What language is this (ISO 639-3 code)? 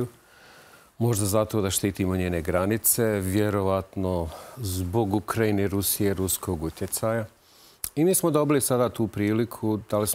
bos